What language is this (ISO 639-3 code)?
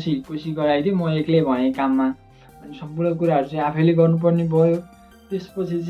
nep